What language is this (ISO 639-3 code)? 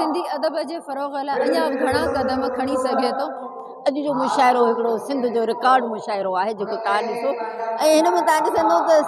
snd